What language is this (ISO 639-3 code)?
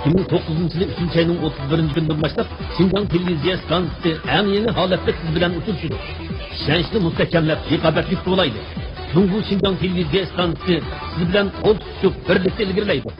uig